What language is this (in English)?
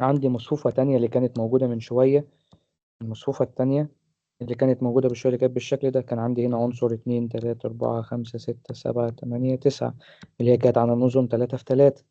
Egyptian Arabic